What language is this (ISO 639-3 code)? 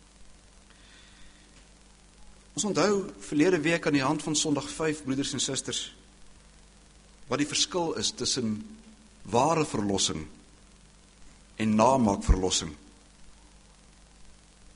afr